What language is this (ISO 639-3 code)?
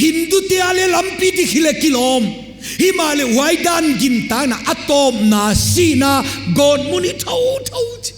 pck